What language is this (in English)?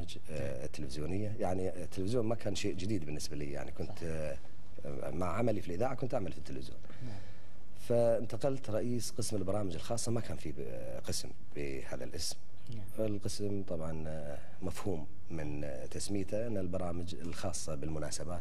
Gulf Arabic